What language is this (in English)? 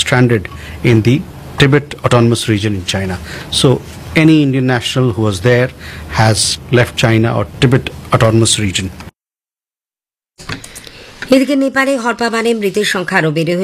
Bangla